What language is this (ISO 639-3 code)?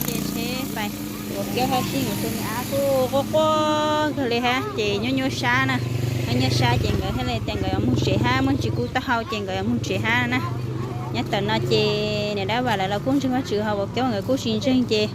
hmn